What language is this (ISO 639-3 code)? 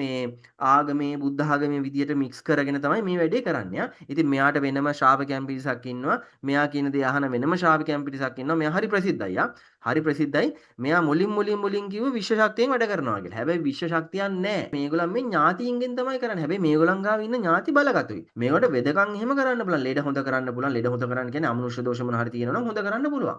sin